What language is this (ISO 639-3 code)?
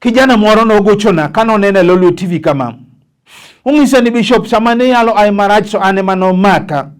luo